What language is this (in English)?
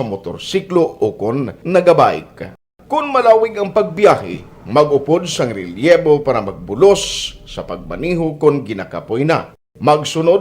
Hiligaynon